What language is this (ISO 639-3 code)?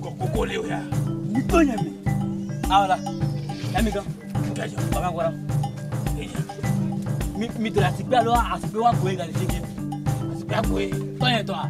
ewe